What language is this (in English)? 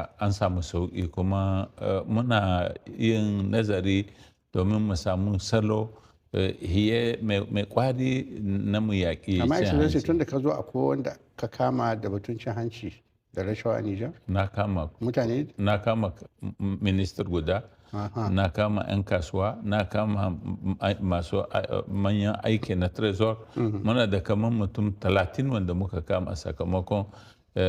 Hausa